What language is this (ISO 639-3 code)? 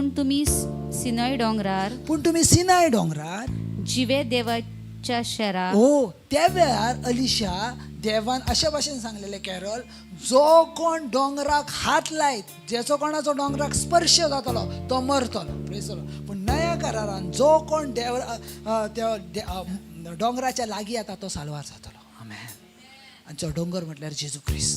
kok